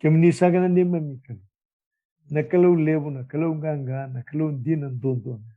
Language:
Fijian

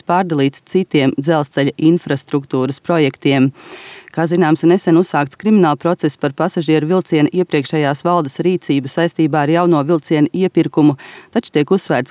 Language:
Latvian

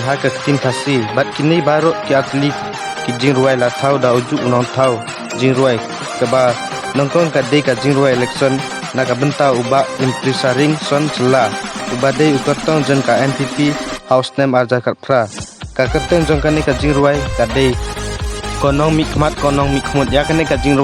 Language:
Khasi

